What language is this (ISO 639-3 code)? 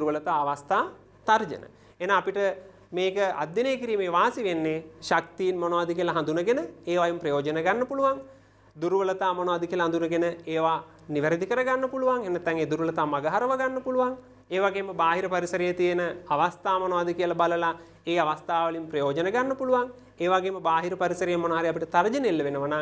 sin